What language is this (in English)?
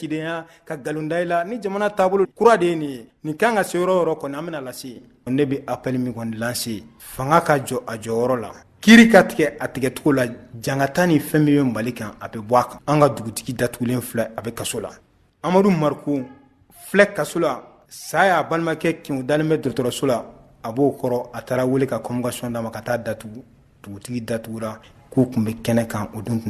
Bambara